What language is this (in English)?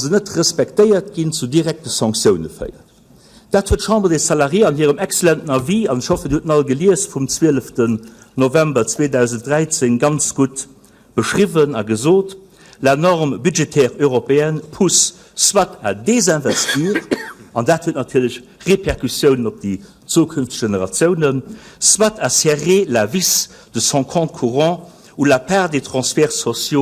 Luxembourgish